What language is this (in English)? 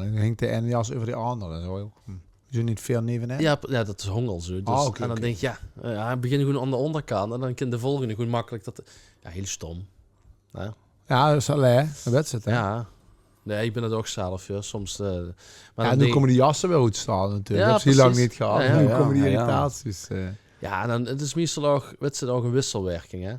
Limburgish